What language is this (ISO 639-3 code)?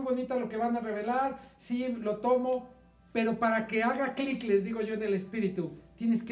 spa